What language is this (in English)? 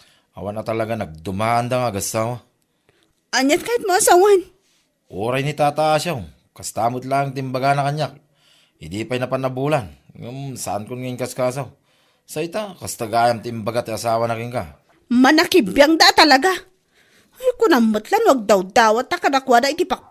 Iloko